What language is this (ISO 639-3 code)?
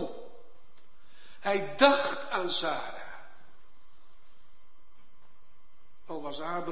nld